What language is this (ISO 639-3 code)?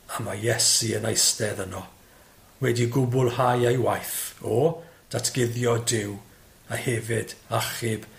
cym